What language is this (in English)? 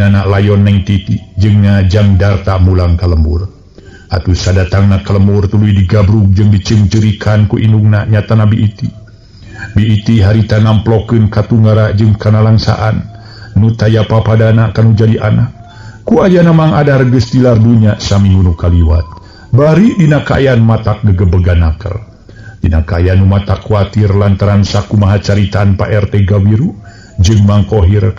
Sundanese